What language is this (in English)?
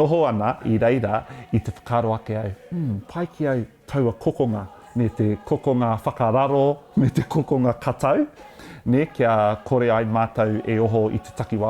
Māori